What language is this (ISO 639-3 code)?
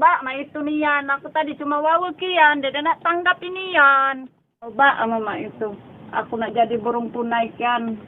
mui